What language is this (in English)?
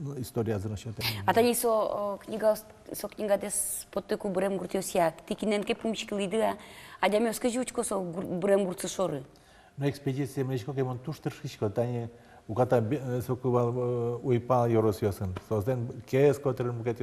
Udmurt